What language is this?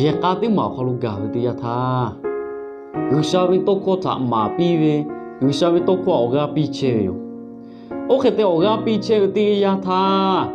Lahu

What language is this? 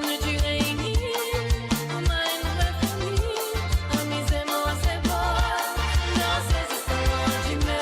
Morisyen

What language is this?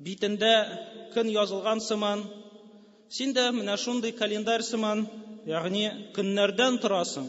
Tatar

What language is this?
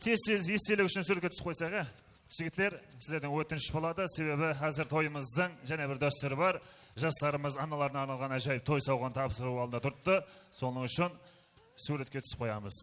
Kara-Kalpak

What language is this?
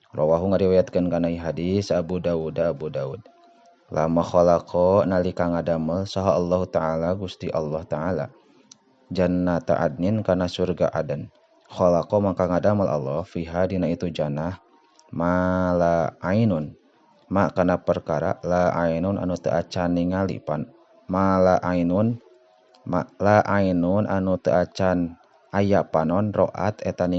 Sundanese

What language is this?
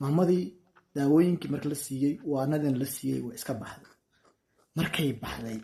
Somali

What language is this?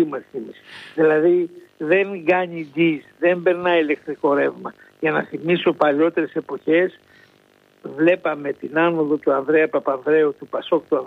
Greek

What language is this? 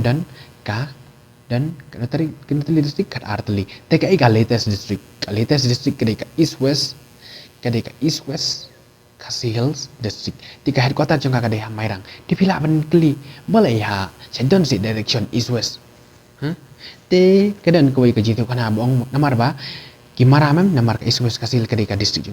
Khasi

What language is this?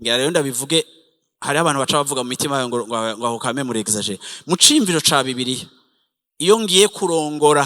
Rundi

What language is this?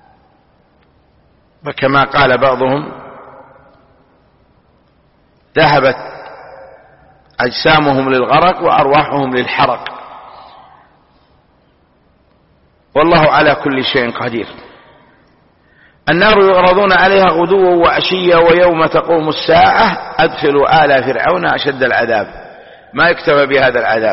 Arabic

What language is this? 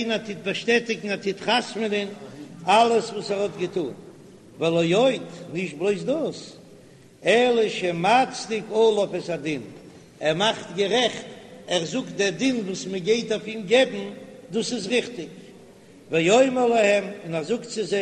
Yiddish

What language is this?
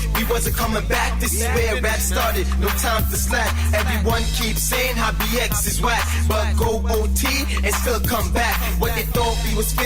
Jamaican Creole English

